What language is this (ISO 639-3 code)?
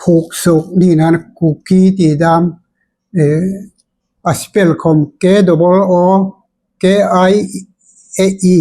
hmr